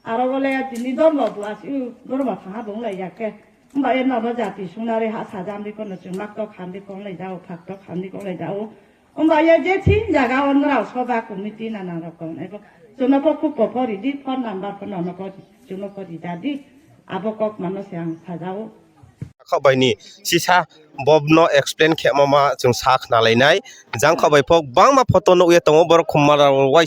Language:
Riang (India)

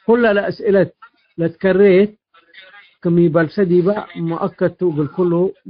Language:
Tigre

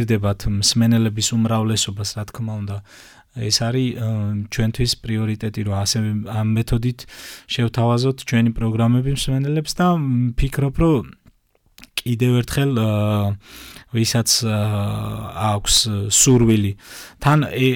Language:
Georgian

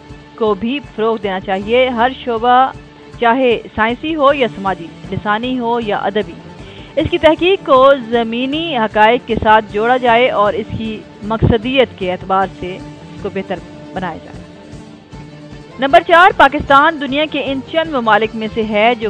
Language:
Urdu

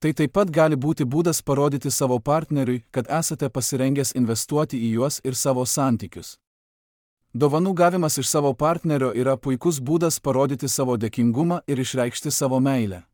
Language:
Lithuanian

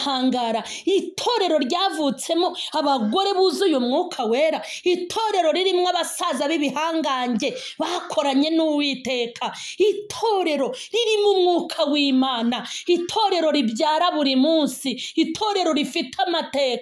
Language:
Kinyarwanda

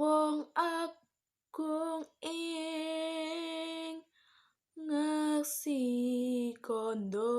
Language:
Javanese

